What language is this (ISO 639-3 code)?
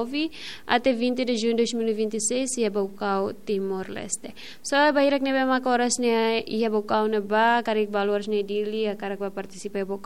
tet